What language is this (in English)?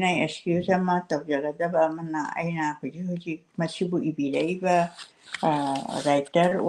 Manipuri